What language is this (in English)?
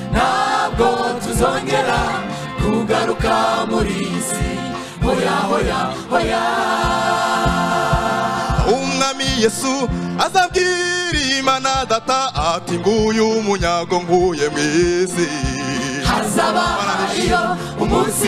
Kinyarwanda